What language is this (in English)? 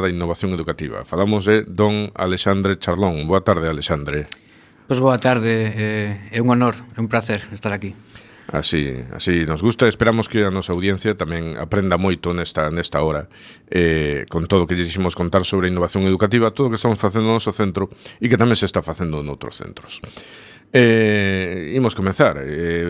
Galician